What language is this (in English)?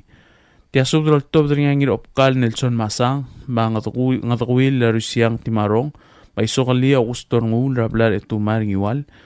Palauan